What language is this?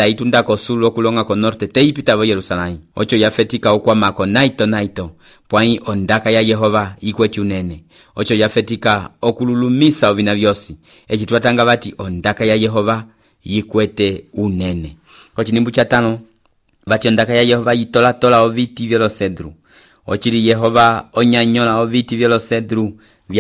Umbundu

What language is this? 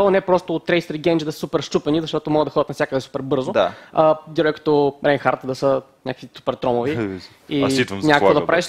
Bulgarian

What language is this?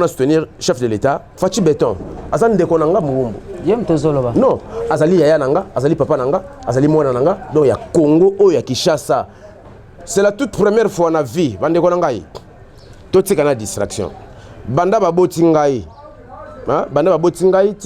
Lingala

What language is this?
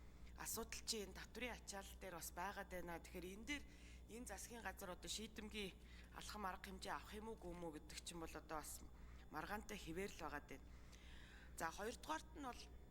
Mongolian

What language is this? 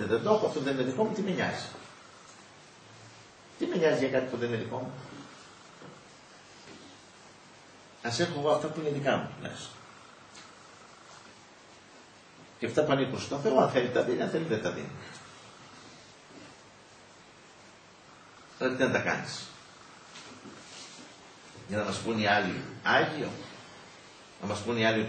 Greek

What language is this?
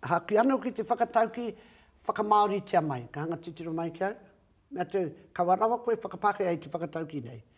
Māori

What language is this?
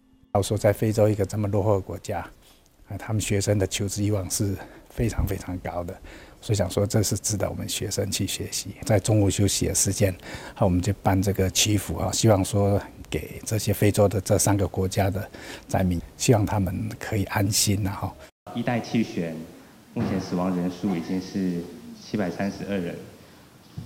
Chinese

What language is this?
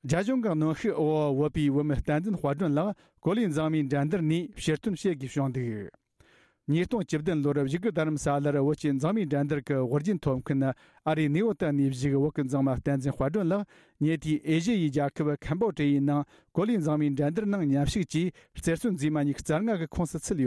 Tibetan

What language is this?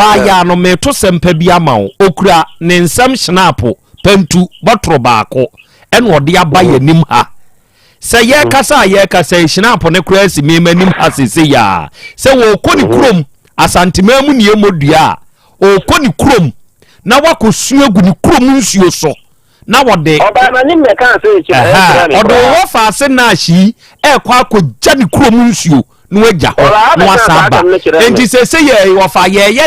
Akan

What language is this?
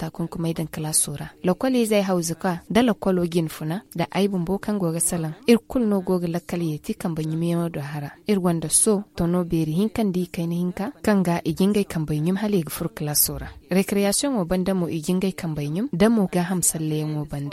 Zarma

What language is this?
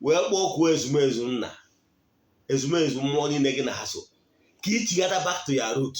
Igbo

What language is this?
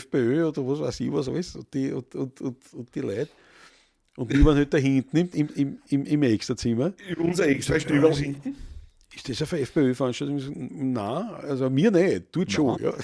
Bavarian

